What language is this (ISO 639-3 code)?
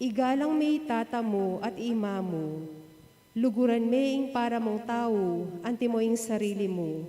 pam